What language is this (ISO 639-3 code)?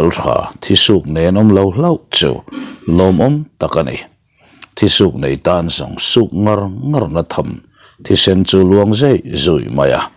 lus